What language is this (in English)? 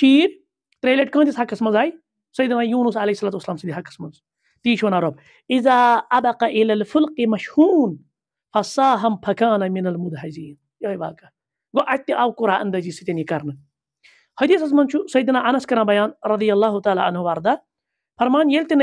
Kashmiri